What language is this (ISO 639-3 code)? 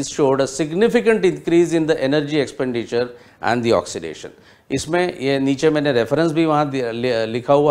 hin